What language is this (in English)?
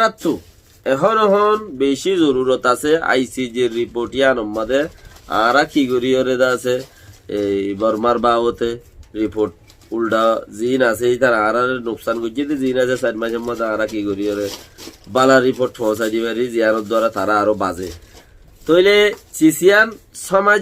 Rohingya